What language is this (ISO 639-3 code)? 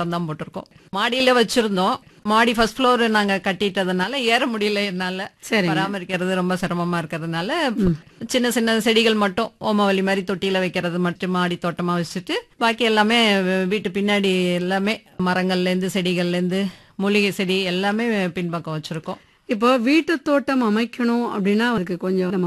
tam